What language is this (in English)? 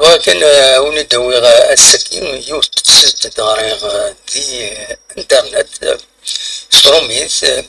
Kabyle